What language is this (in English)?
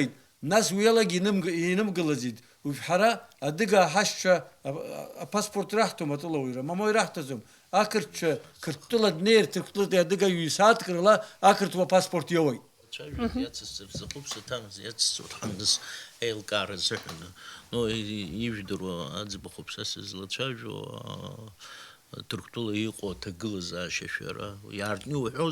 Abkhazian